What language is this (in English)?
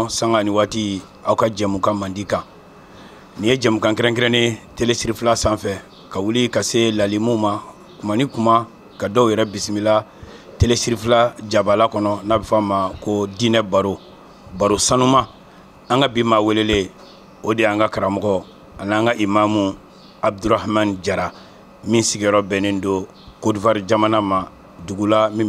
Bambara